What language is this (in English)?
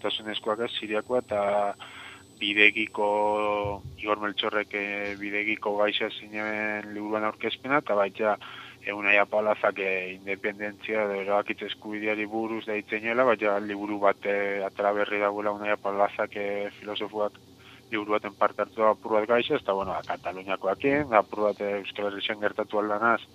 Basque